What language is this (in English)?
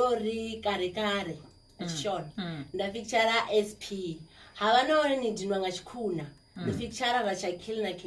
Venda